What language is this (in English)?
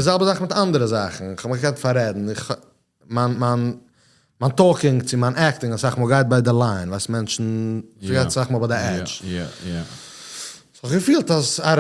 Yiddish